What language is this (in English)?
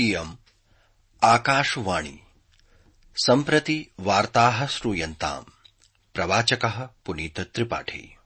Sanskrit